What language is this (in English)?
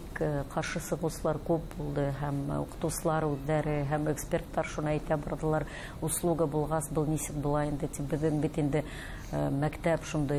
Bashkir